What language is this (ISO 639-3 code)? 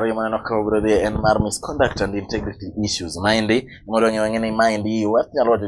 luo